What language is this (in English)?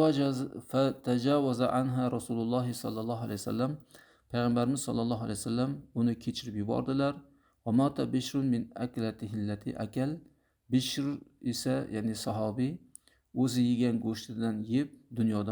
Uzbek